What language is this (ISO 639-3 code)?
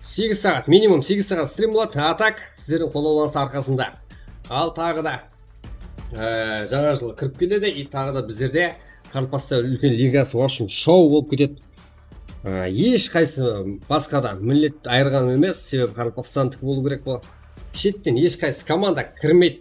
kaa